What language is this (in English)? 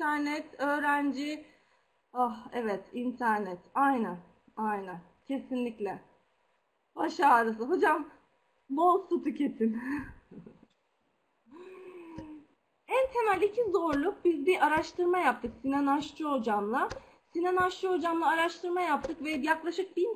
Turkish